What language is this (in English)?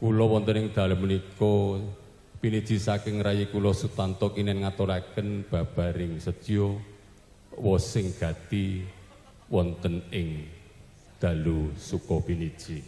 Javanese